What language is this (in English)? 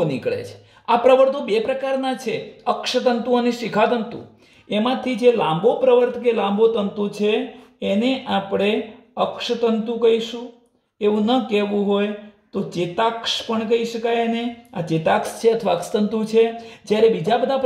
Gujarati